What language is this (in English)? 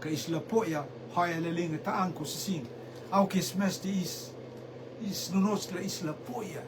Rotuman